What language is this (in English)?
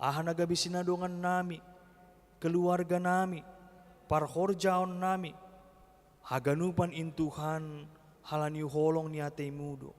Batak Simalungun